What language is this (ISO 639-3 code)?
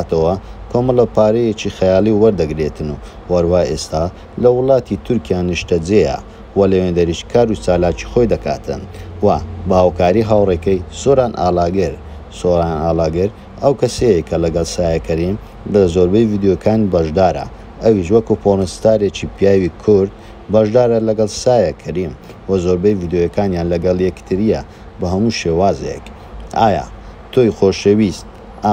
ckb